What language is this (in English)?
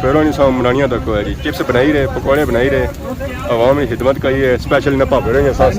Pahari-Potwari